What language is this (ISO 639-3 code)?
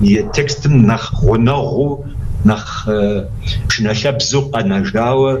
kbd